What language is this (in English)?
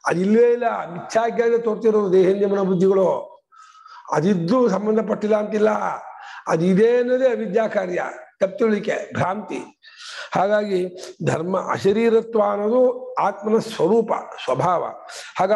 Kannada